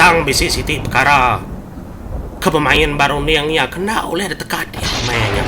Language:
Iban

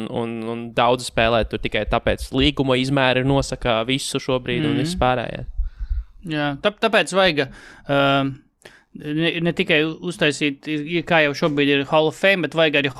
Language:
Latvian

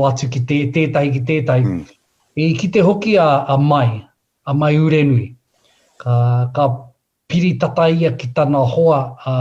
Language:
Māori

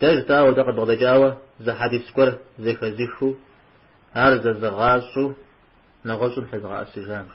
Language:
Kabardian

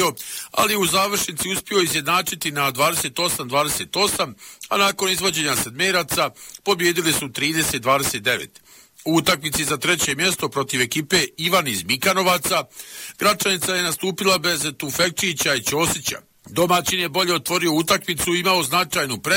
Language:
Bosnian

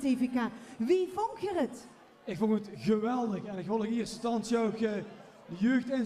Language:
Limburgish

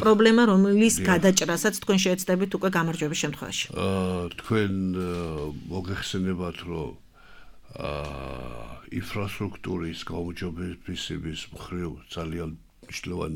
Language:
Georgian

